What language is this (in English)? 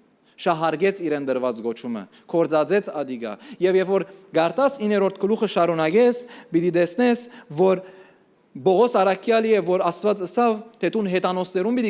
Western Armenian